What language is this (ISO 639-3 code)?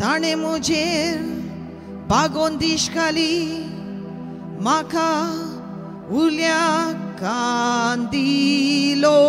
kok